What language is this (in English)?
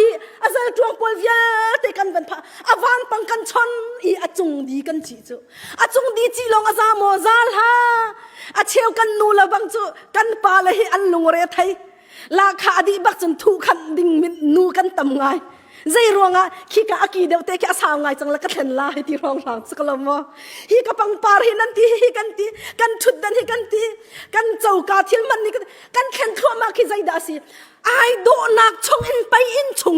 Hakha Chin